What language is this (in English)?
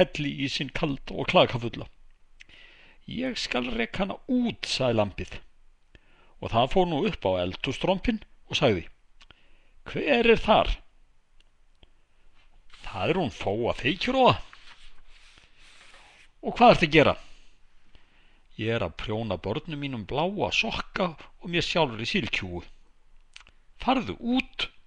Icelandic